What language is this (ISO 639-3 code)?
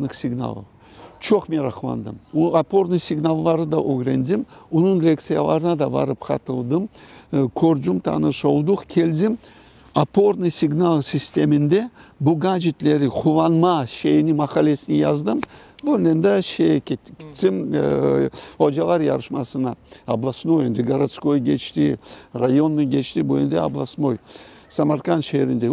crh